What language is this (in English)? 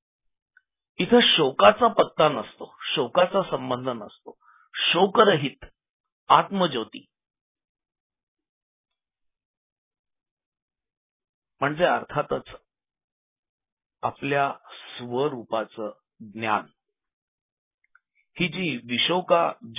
Marathi